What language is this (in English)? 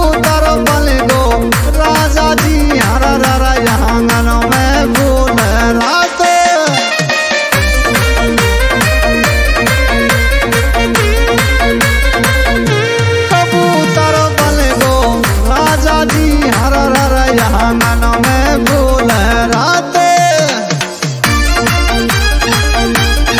Bhojpuri